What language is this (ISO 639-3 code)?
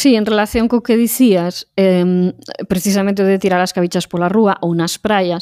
glg